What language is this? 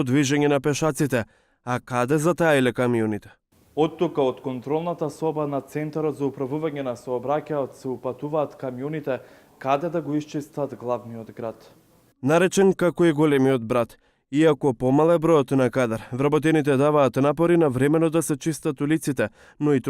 Macedonian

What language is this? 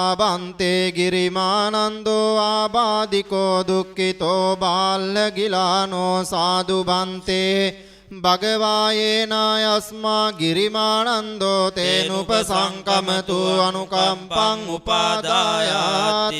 Pali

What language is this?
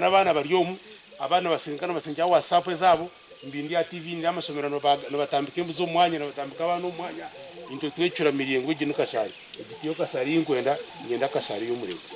Nyankole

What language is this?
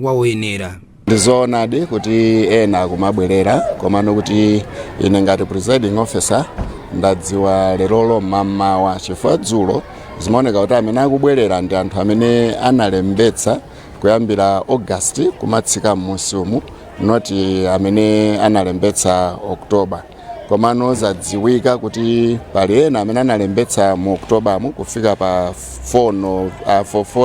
Nyanja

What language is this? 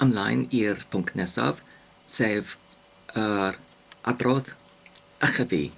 Welsh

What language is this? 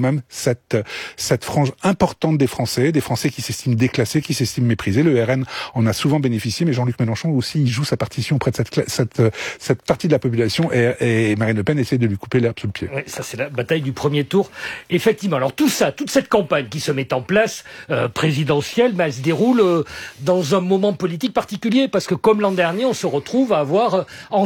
French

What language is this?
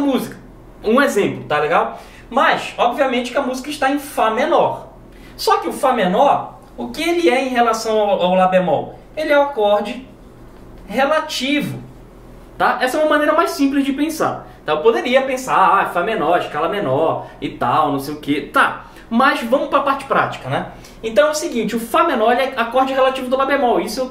Portuguese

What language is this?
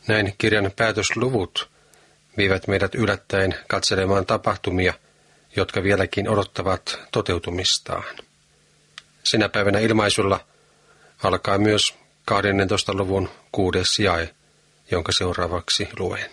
Finnish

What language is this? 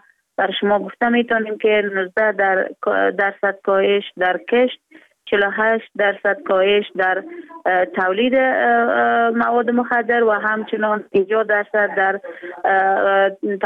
Persian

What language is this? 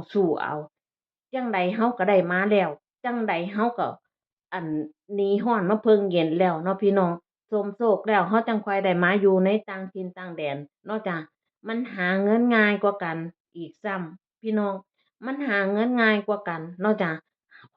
Northeastern Thai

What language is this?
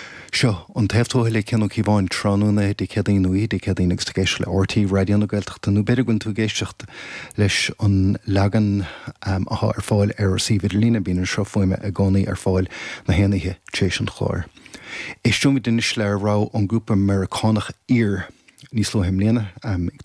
Irish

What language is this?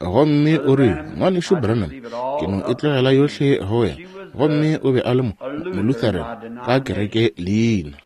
Northern Sotho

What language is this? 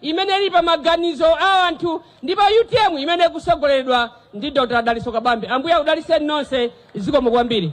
Nyanja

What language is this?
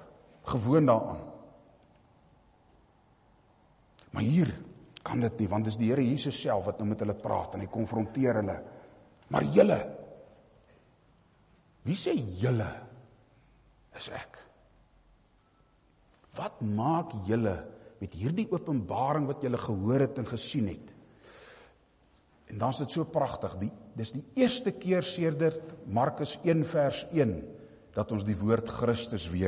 Afrikaans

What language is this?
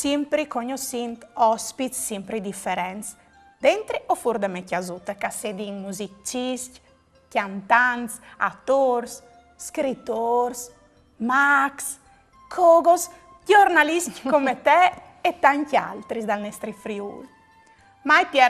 Friulian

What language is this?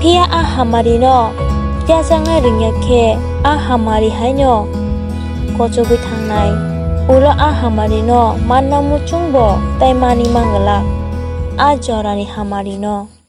Kok Borok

